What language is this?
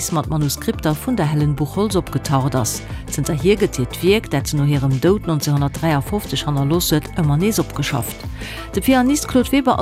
Luxembourgish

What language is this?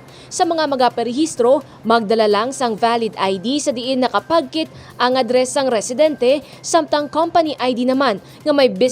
Hiligaynon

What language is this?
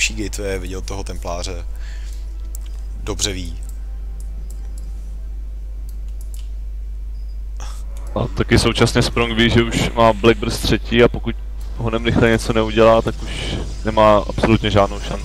Czech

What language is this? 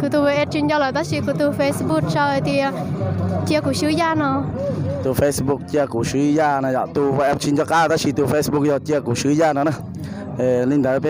Hmong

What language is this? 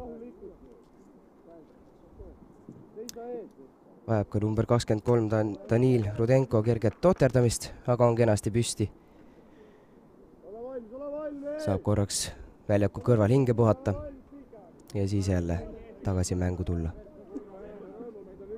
Estonian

